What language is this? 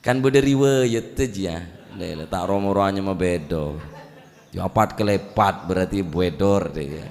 Madurese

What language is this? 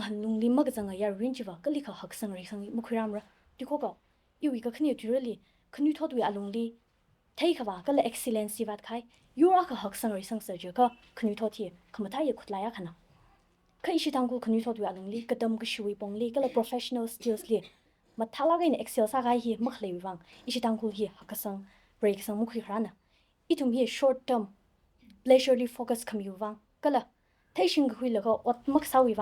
Tangkhul Naga (India)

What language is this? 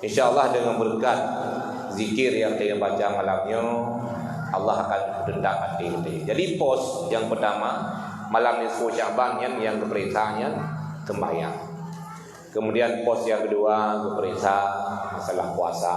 Achinese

